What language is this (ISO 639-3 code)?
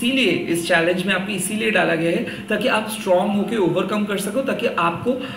hin